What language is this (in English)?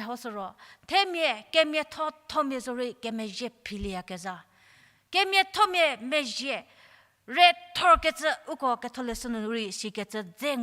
Angami Naga